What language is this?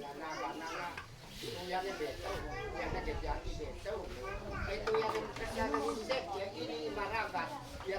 Isnag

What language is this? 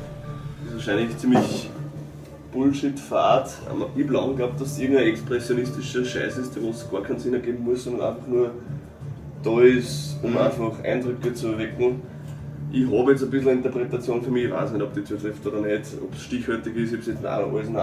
Bavarian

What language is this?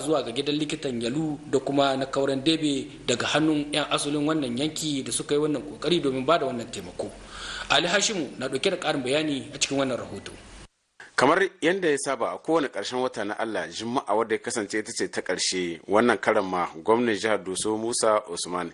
Hausa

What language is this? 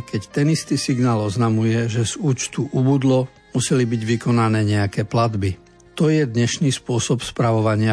Slovak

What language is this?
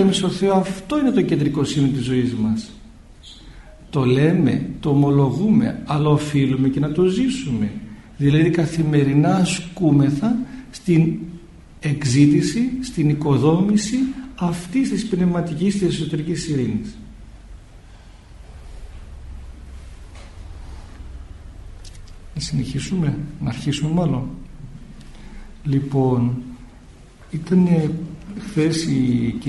Greek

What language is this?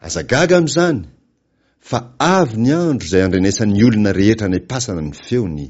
Malagasy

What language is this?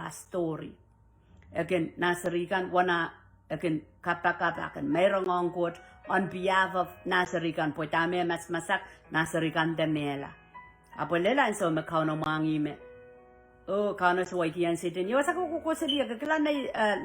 Pohnpeian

